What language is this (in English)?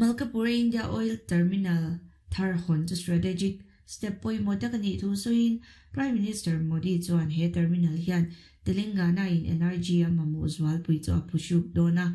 Mizo